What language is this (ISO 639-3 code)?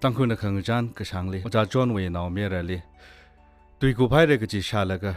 nmf